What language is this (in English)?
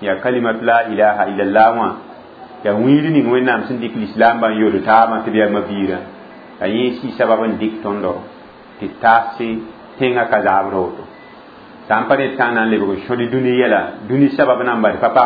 Mossi